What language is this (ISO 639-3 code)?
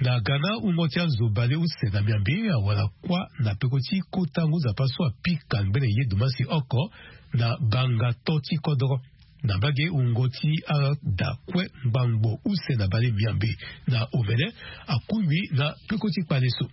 sag